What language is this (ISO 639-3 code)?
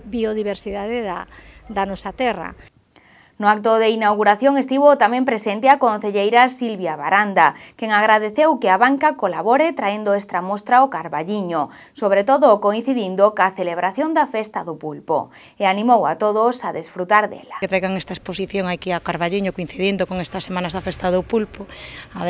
glg